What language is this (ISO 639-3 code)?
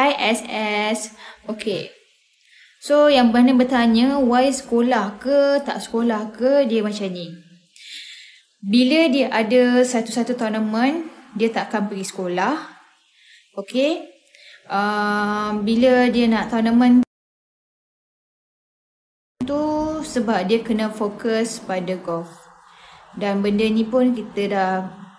msa